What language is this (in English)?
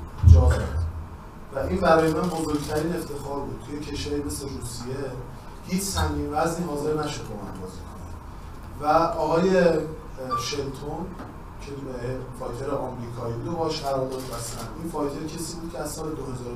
Persian